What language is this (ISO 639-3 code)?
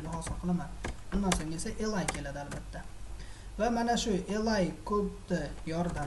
uzb